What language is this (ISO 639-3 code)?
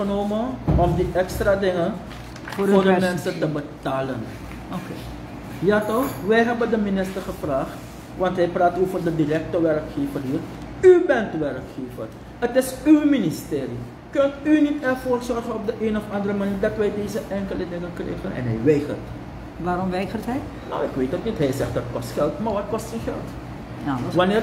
nld